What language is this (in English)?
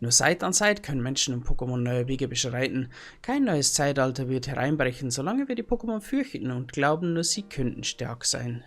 Bavarian